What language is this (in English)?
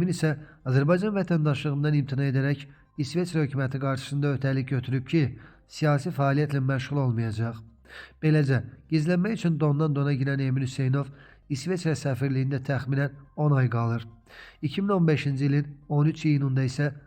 Azerbaijani